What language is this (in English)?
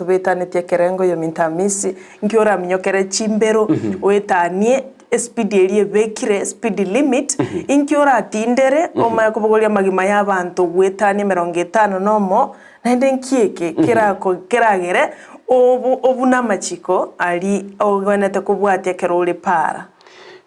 Gusii